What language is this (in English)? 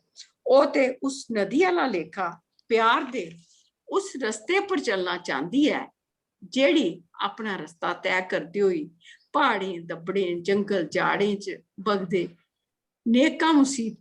Dogri